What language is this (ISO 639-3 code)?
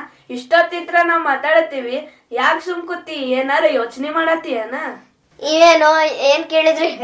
kan